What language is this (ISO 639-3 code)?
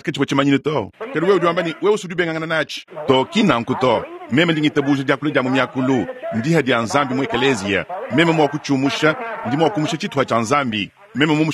lua